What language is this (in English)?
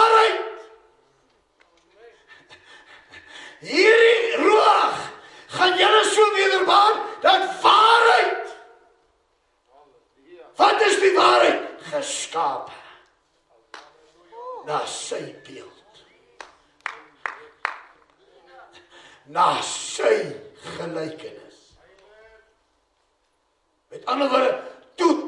Afrikaans